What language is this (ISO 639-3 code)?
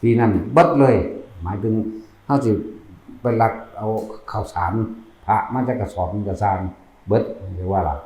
tts